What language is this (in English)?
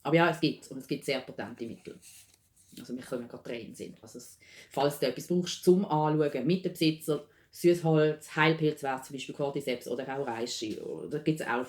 Swiss German